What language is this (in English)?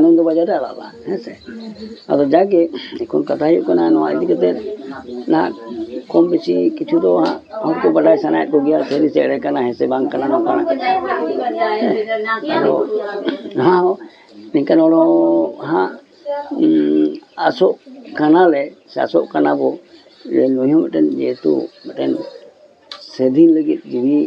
Santali